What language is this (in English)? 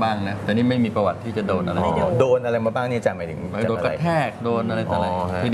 Thai